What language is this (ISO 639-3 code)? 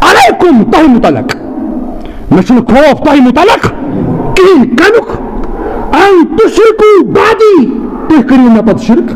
kas